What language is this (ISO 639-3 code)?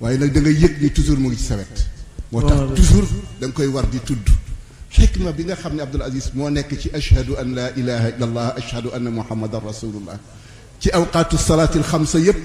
wol